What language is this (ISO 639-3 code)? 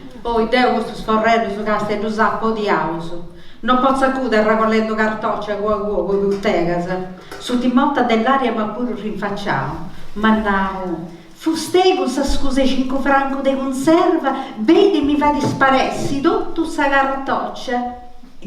srd